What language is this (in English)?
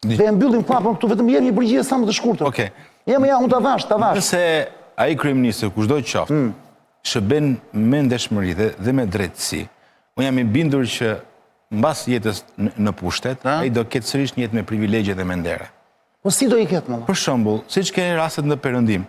Albanian